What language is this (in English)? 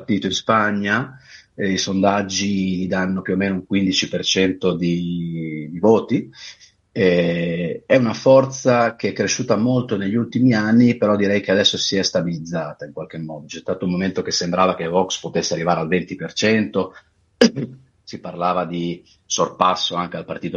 Italian